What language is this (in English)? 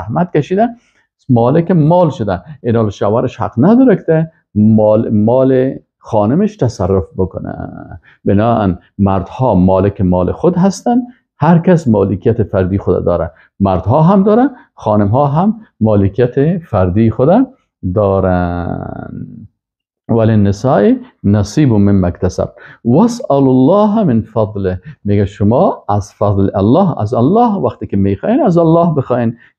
Persian